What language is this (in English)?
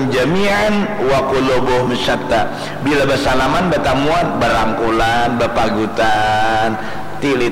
Banjar